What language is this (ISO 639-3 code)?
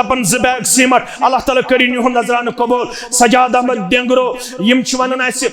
kas